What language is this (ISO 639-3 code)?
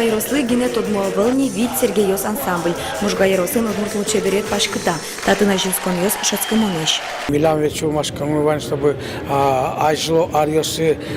udm